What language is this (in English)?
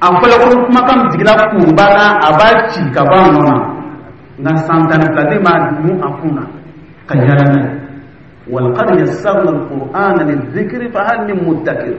Dyula